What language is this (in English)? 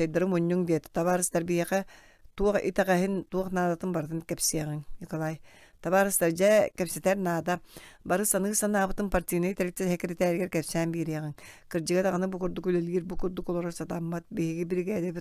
Yakut